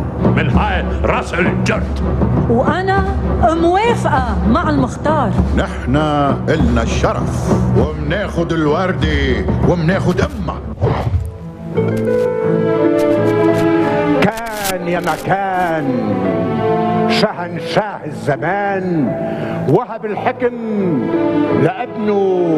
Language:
North Levantine Arabic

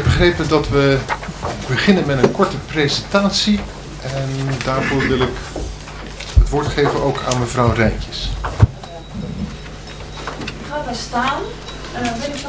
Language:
Dutch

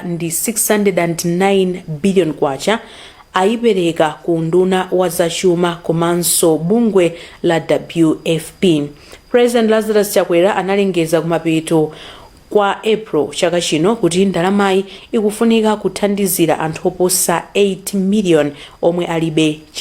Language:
Nyanja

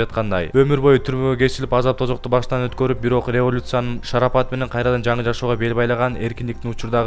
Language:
Kyrgyz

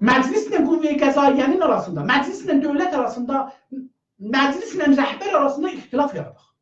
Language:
South Azerbaijani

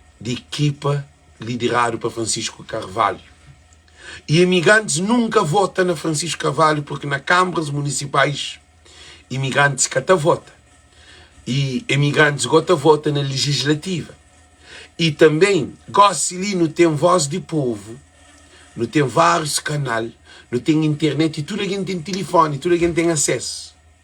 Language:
Kabuverdianu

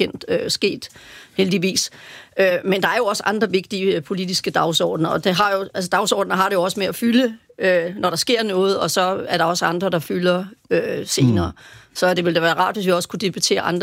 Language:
Danish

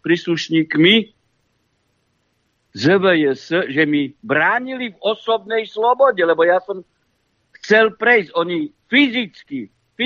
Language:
Slovak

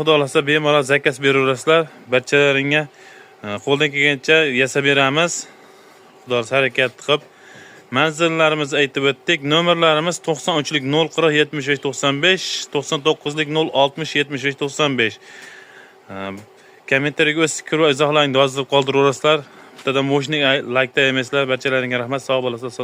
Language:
Uzbek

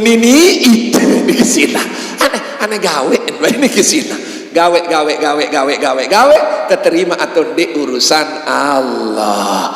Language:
Sasak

